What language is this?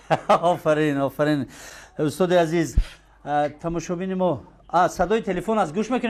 Tajik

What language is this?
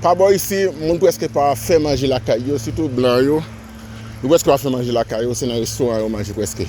Haitian Creole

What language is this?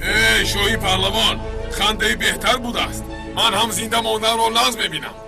Tajik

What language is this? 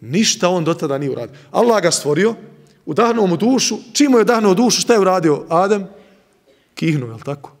Bosnian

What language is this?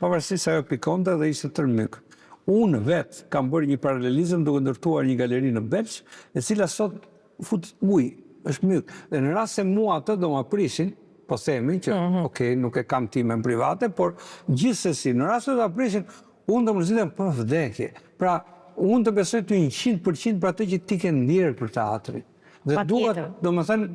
Albanian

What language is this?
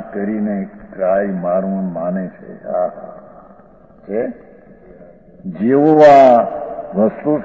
Gujarati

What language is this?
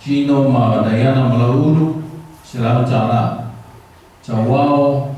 Samoan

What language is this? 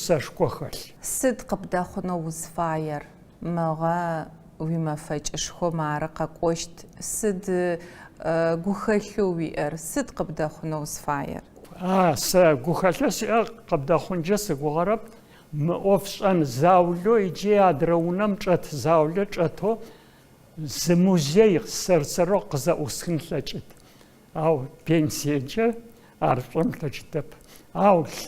Adyghe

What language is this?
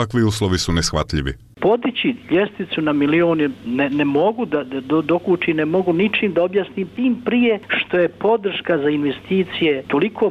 Bosnian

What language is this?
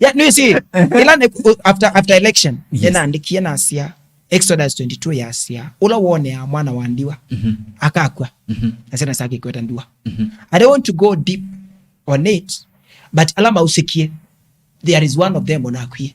Kamba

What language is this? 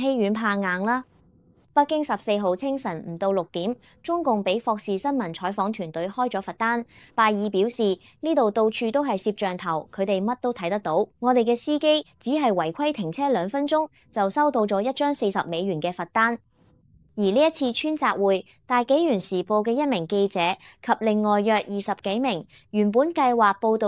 Cantonese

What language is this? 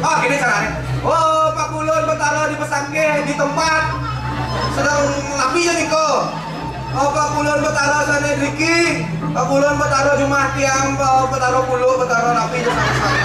Balinese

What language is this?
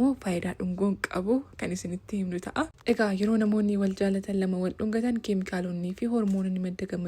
Oromo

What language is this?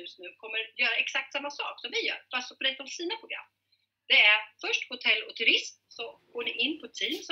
Swedish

